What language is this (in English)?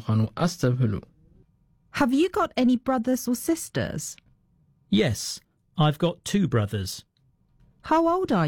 Tigrinya